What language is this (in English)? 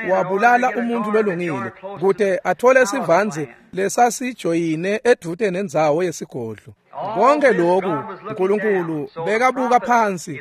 Swati